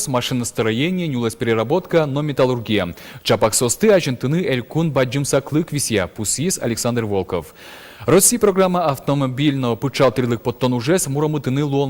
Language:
Udmurt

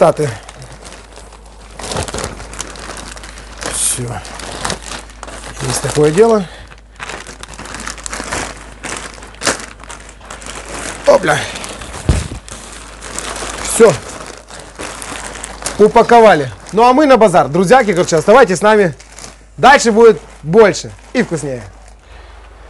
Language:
Russian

